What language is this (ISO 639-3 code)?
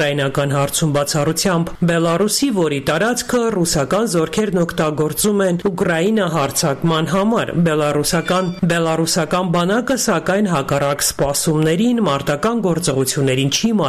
hye